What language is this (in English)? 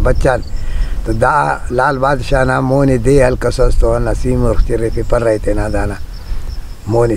Brahui